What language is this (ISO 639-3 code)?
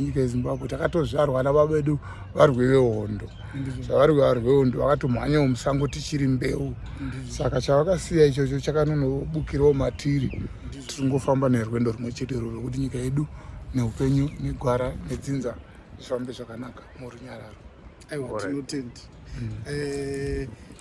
sna